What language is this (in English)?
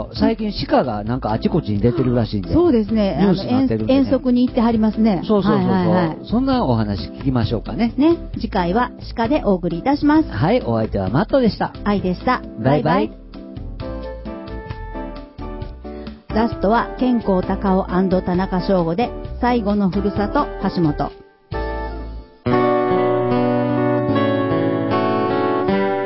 Japanese